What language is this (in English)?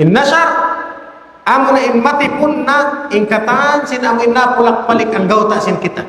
Tausug